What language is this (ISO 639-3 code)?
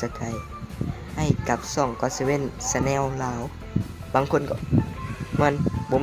tts